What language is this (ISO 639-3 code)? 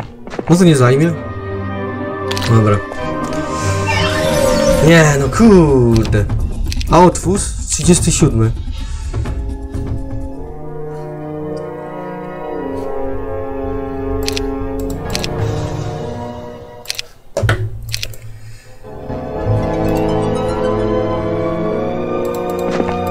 pol